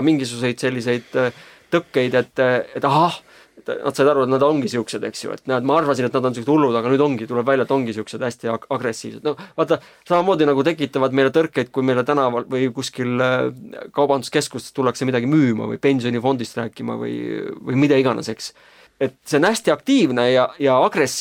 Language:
Estonian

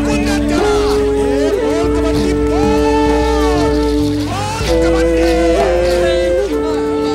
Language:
Marathi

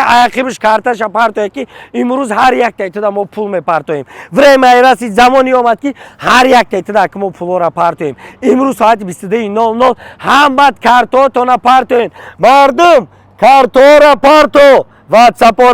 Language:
Tajik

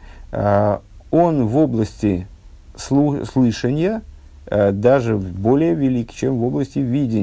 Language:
Russian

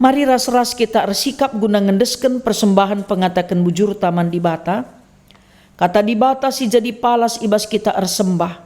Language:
Batak Karo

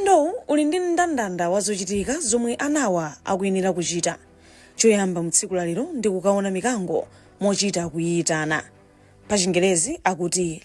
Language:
Nyanja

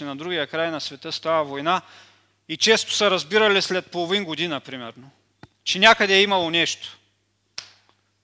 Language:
Bulgarian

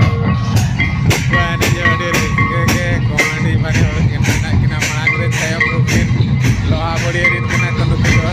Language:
Santali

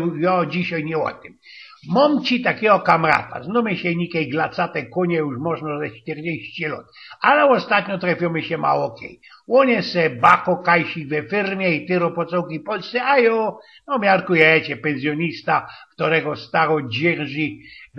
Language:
Silesian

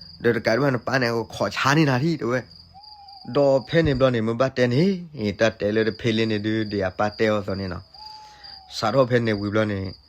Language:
S'gaw Karen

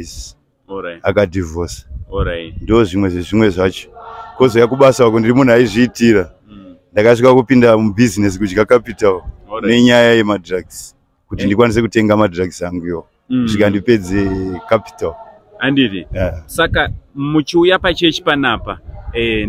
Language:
Shona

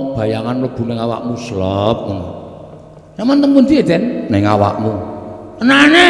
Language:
Javanese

